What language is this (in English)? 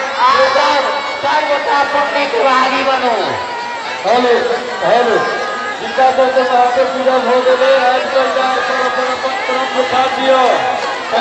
Maithili